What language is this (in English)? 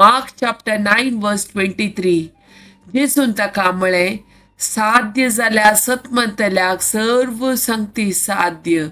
Konkani